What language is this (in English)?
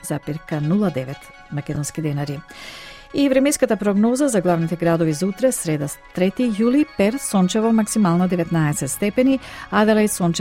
Macedonian